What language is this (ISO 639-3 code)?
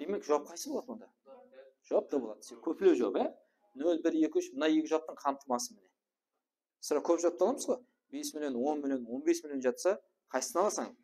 kaa